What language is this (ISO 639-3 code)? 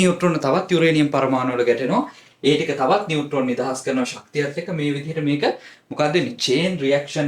sin